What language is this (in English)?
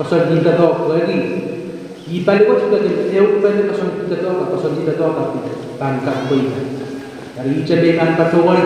Pohnpeian